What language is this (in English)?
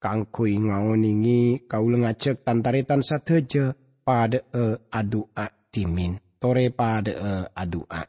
Madurese